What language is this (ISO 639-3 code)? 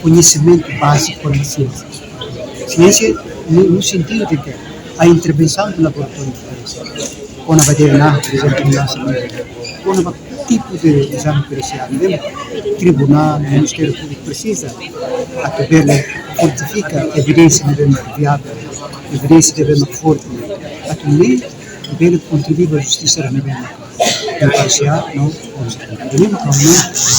tet